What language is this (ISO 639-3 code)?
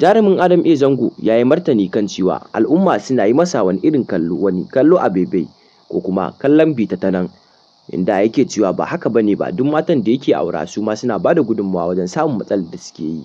hau